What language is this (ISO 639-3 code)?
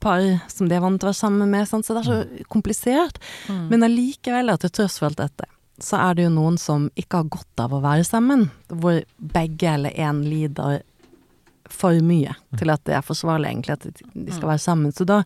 nor